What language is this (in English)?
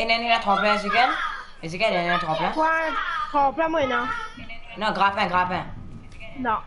Morisyen